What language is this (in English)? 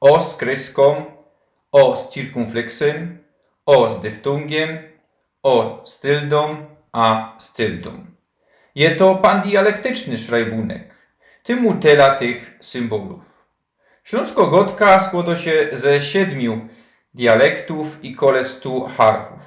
Silesian